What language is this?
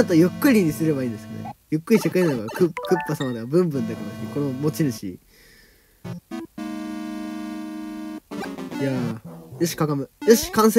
Japanese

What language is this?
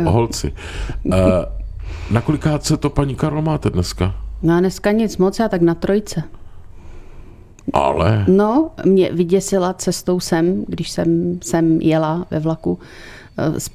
Czech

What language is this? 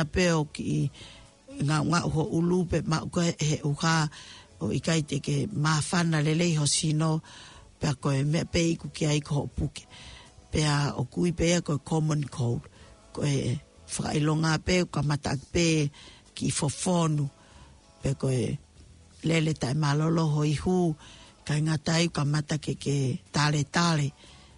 Tongan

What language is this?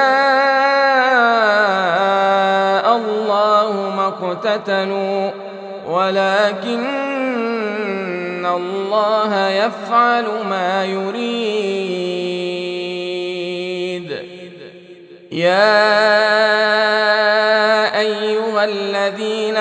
Arabic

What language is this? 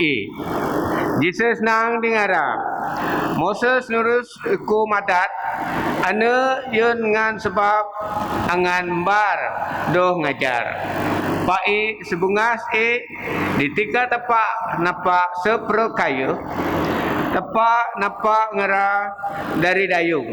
Biatah Bidayuh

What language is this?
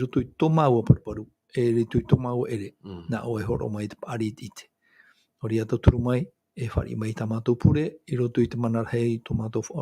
Tahitian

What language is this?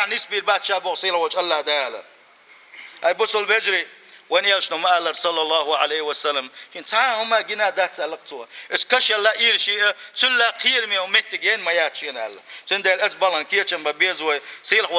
Chechen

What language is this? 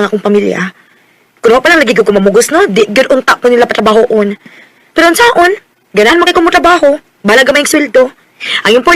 Cebuano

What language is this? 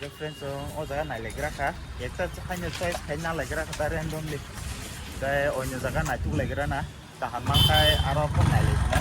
Kok Borok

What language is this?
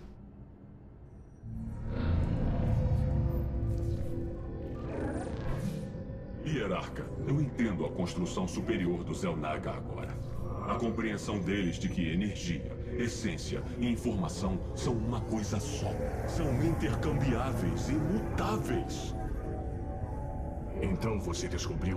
Portuguese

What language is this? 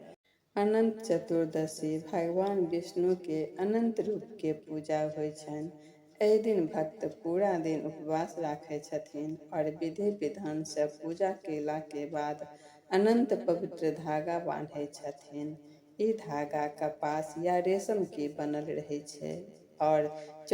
Maithili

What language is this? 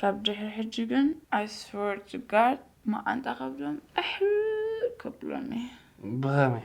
Tigrinya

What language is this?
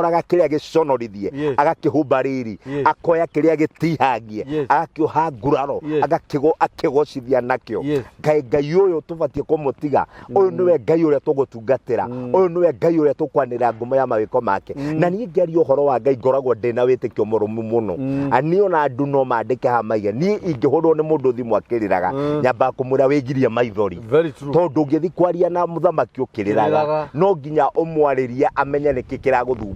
Kikuyu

